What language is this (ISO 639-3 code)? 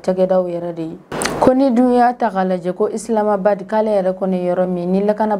bam